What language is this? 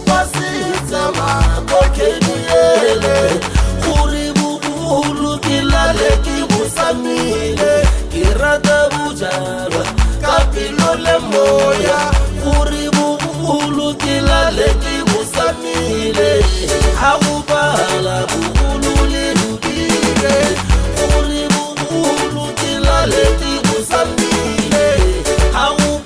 Tswana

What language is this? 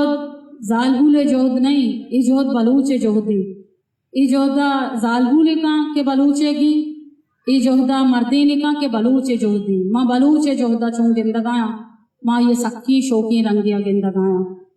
Eastern Balochi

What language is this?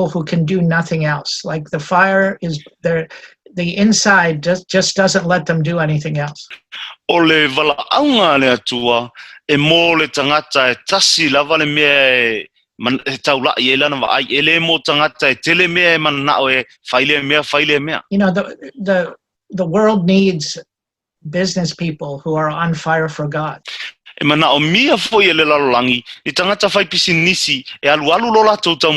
Samoan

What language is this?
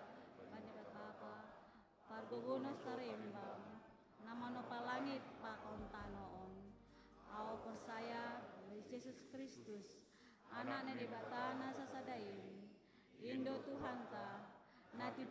Batak Simalungun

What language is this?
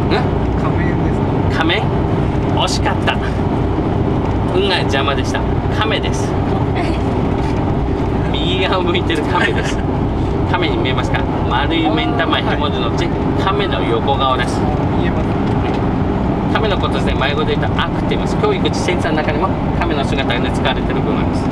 Japanese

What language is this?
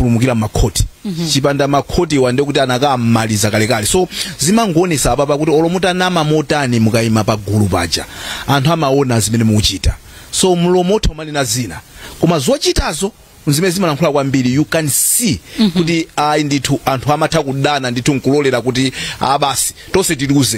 Nyanja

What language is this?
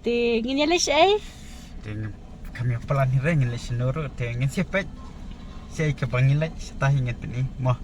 Khasi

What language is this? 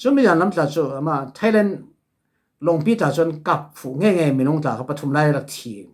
Falam Chin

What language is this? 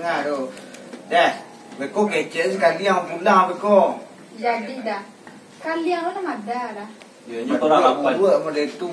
Minangkabau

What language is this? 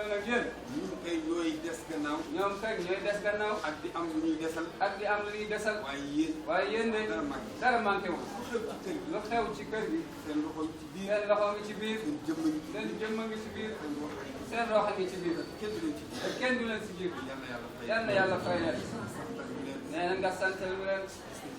Wolof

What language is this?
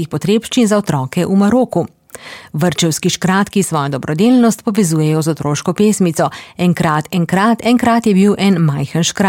Slovenian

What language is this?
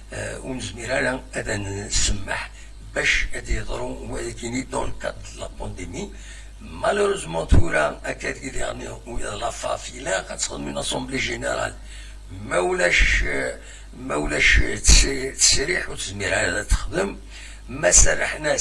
Kabyle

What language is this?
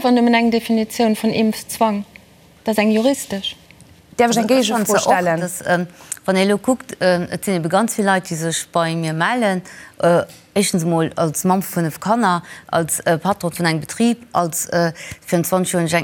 Luxembourgish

